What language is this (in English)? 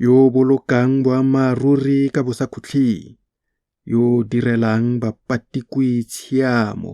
Tswana